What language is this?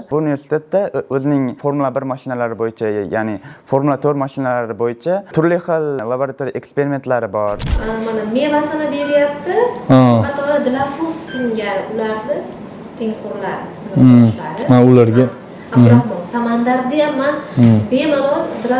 Uzbek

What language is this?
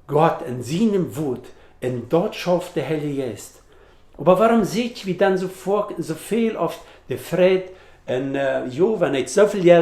Plautdietsch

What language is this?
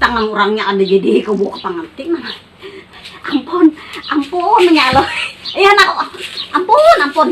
Banjar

